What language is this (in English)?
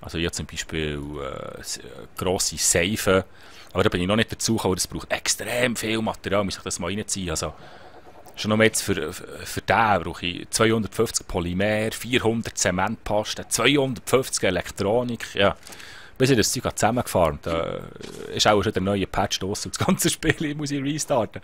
Swiss German